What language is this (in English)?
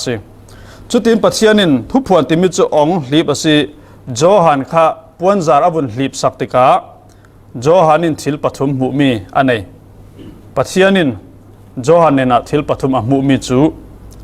Falam Chin